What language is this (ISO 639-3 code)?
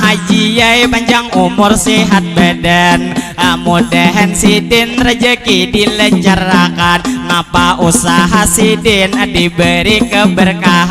bjn